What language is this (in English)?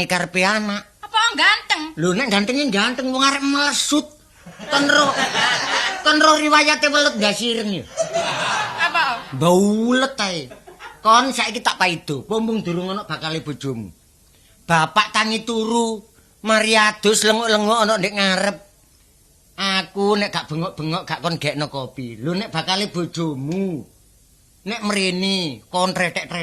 Javanese